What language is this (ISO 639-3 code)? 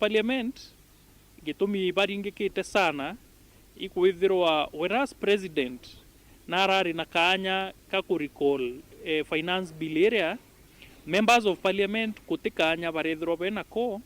mer